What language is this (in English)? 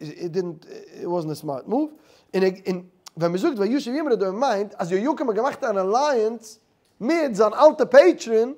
Yiddish